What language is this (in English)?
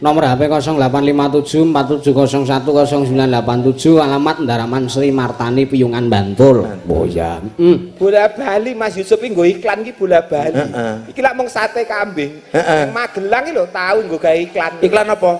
Javanese